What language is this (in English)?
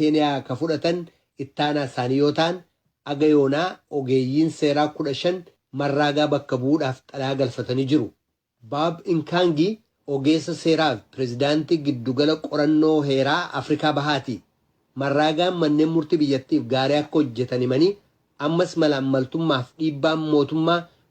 Oromo